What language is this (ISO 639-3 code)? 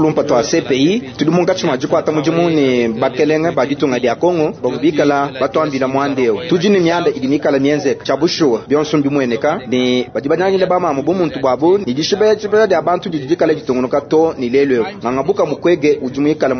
lua